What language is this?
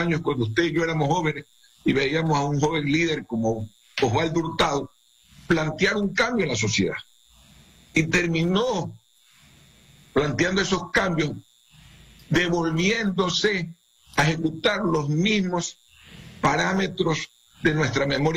Spanish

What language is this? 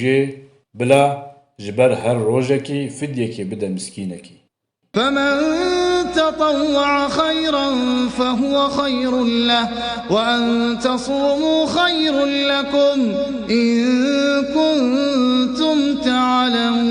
Kurdish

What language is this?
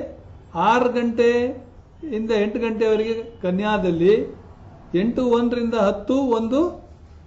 Kannada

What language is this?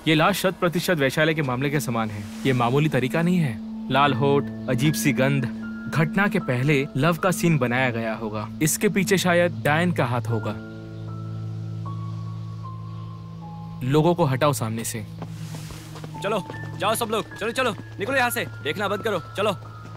Hindi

